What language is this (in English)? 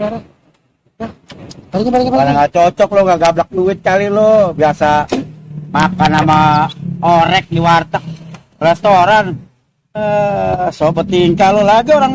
Betawi